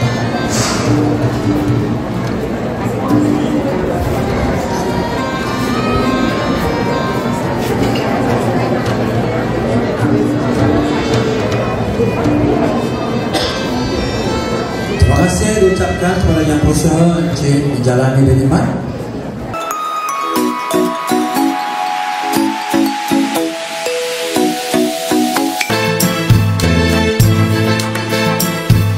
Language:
Malay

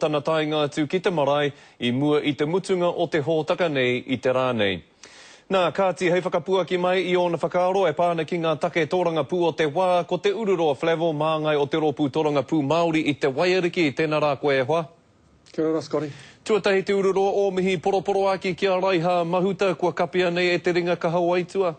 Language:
Māori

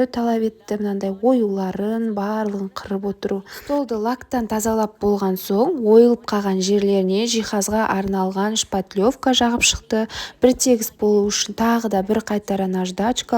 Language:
Kazakh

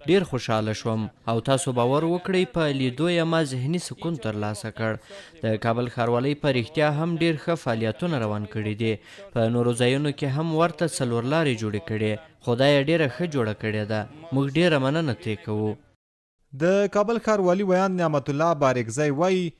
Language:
Pashto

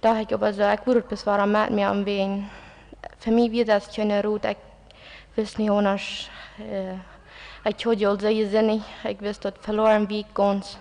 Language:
Plautdietsch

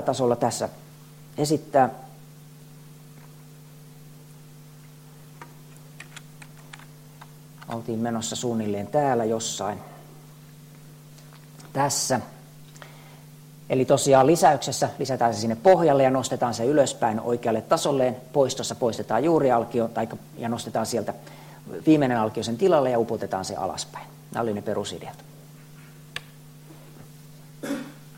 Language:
Finnish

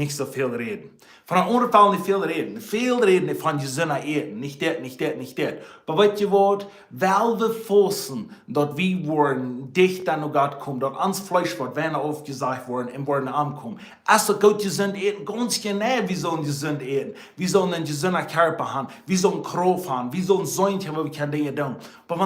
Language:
Plautdietsch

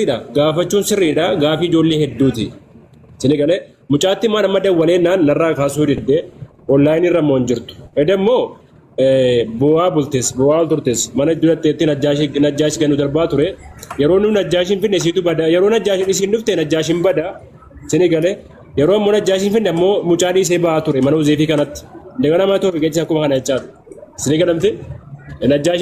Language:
Oromo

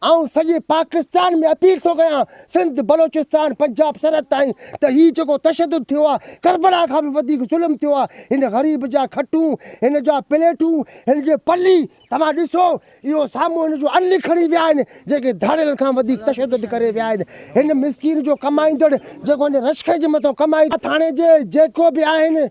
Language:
Sindhi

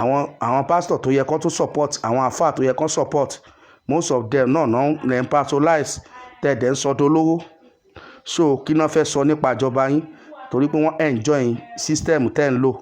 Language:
Yoruba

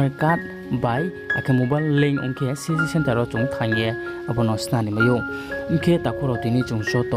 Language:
Riang (India)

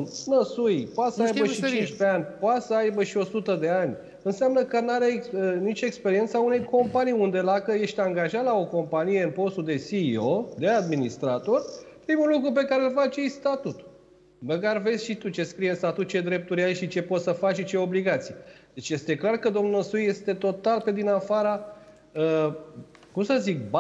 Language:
Romanian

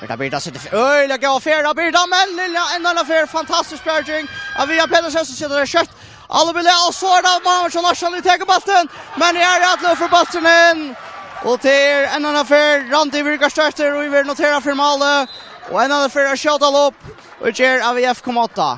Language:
Faroese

